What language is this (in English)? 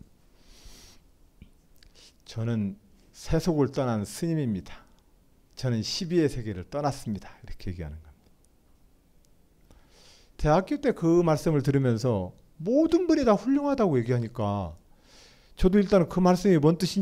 Korean